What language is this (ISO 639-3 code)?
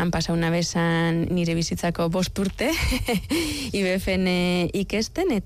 eus